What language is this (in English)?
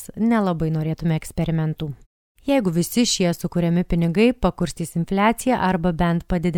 Lithuanian